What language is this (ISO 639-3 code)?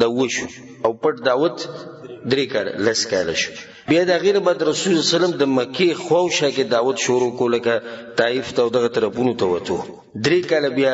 pus